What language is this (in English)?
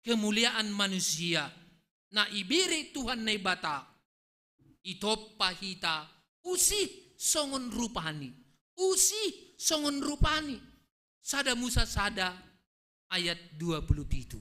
Batak Simalungun